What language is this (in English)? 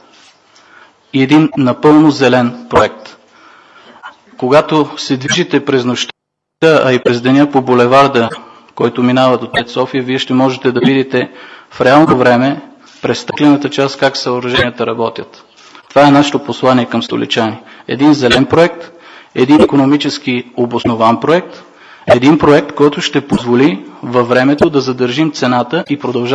Bulgarian